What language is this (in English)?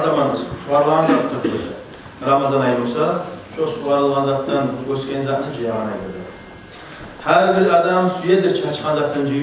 Kumyk